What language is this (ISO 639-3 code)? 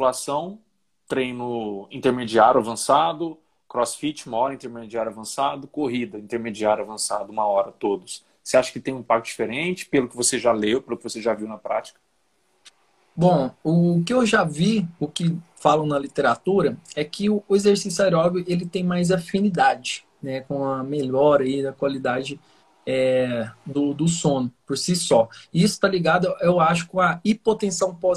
por